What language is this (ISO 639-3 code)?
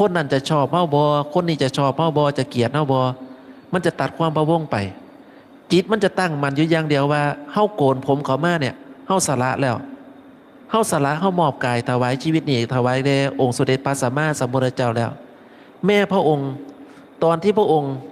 tts